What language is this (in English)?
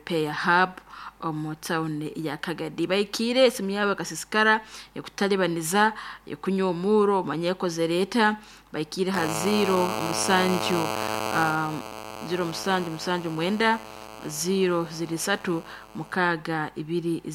Nyoro